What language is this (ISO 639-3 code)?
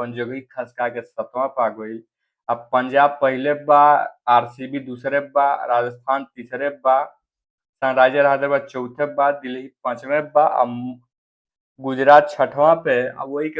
bho